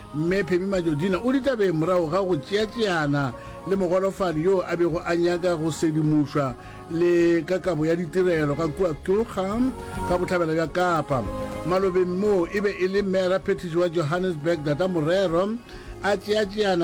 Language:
Northern Sotho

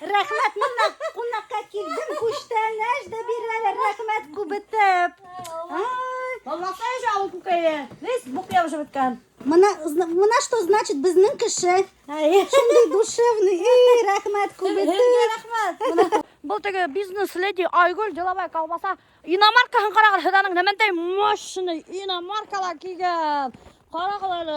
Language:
Bashkir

